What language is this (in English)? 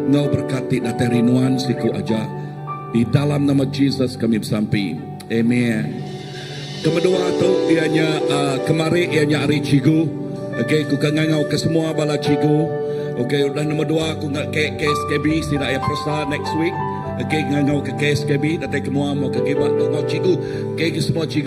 Iban